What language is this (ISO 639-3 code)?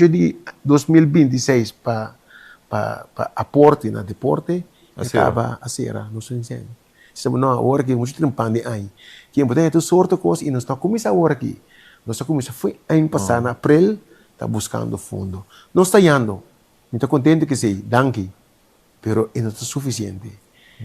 pap